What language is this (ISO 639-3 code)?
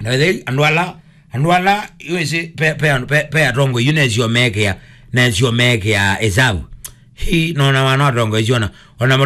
kam